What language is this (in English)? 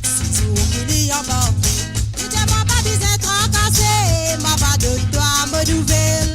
Morisyen